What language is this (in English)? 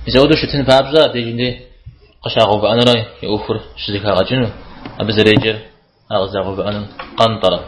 Kabardian